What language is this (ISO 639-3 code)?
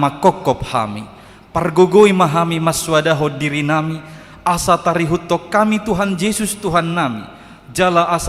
bbc